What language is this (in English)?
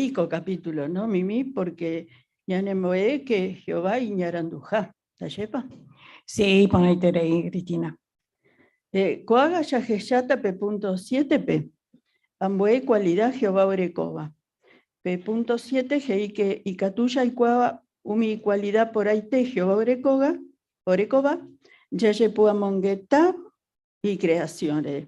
Guarani